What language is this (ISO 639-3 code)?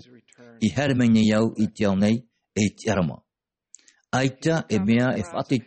tah